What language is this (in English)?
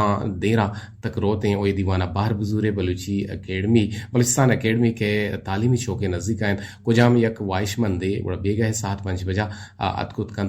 Eastern Balochi